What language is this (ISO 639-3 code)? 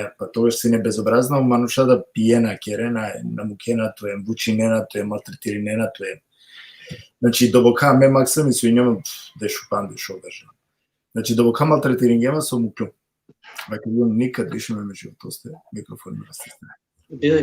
rmn